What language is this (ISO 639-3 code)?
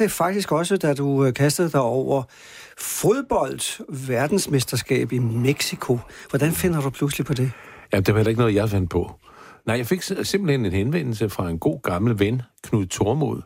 dan